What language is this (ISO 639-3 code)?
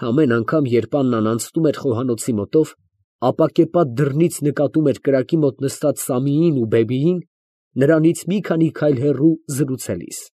hye